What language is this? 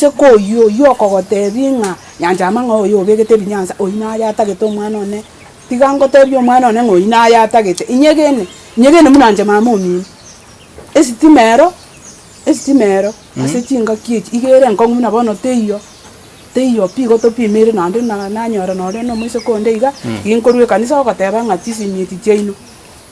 Gusii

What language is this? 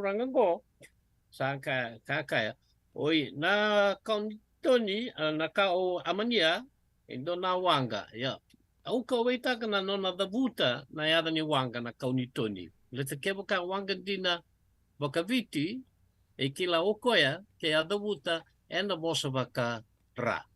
Fijian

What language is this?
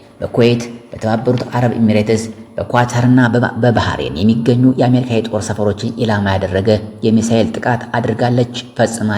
Amharic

